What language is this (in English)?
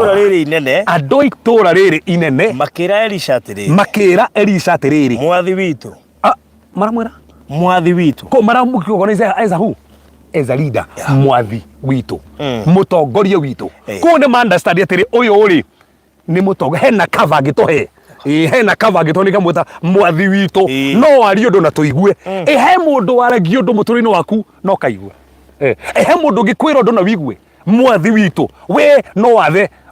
Kikuyu